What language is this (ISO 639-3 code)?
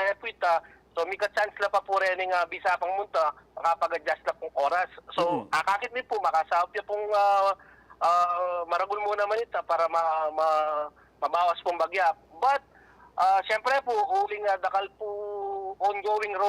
pam